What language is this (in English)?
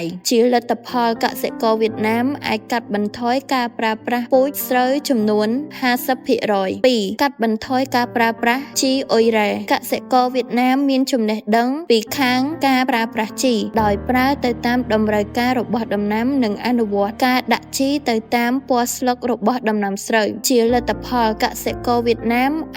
Khmer